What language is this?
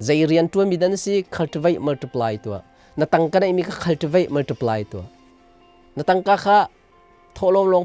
Hakha Chin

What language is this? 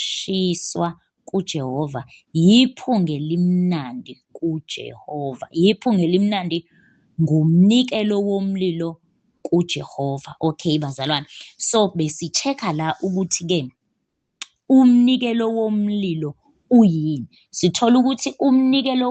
Zulu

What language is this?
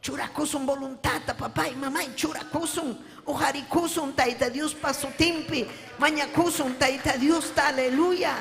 Ayacucho Quechua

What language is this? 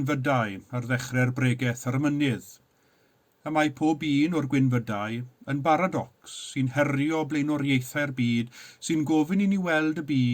Welsh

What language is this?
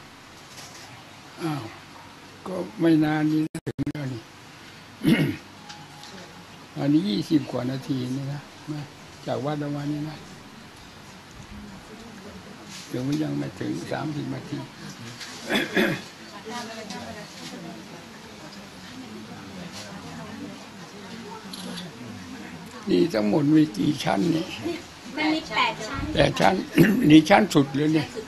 Thai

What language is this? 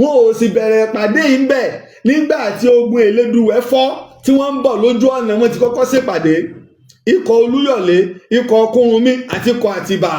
Yoruba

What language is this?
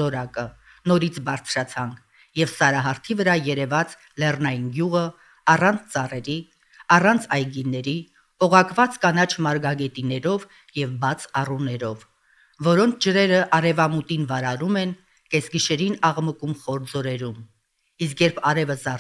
Armenian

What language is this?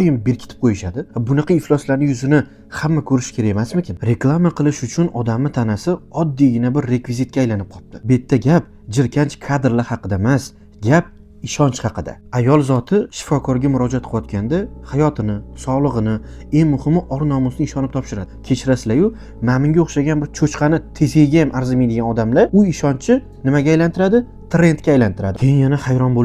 Uzbek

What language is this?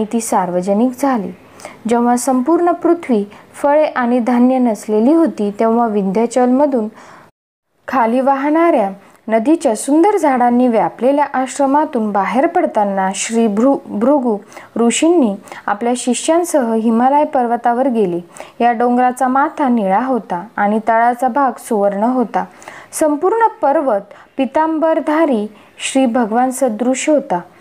Marathi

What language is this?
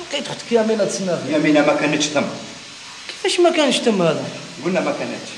Algerian Arabic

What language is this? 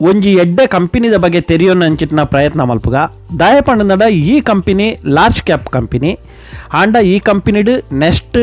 Tulu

